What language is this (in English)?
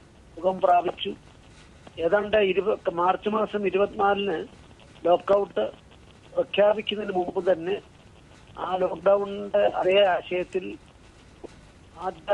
Malayalam